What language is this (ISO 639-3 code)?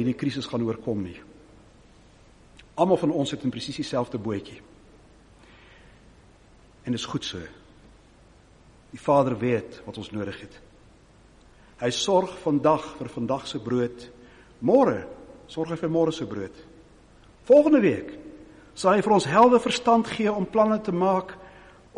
afr